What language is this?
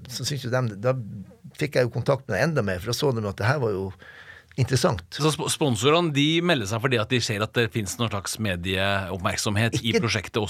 Norwegian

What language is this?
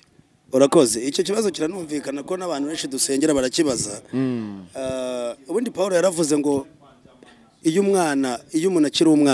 Kinyarwanda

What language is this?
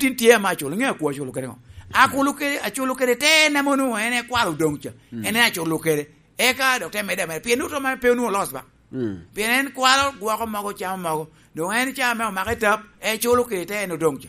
Lango (Uganda)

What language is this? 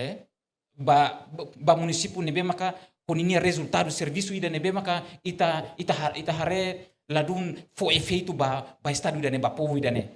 Tetum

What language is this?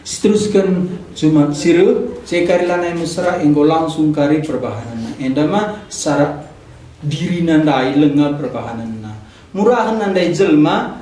Batak Karo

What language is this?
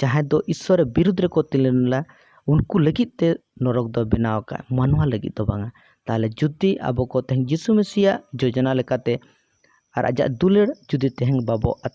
Santali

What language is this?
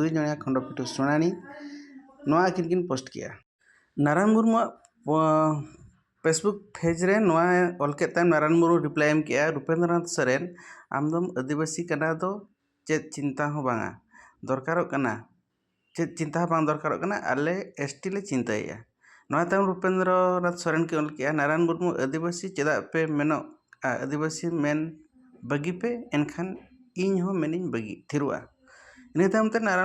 Santali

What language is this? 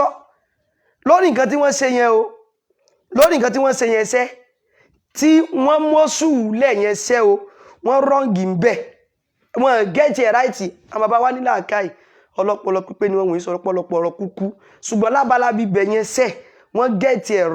Yoruba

